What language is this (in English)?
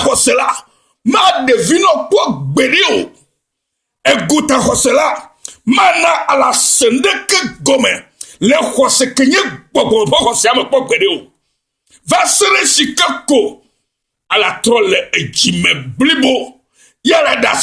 Ewe